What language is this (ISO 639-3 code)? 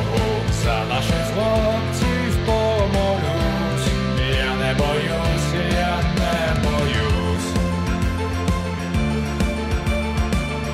ukr